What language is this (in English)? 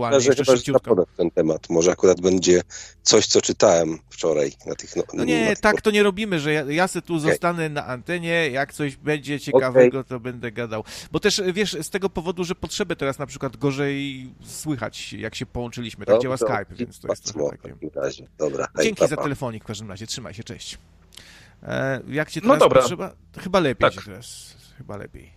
Polish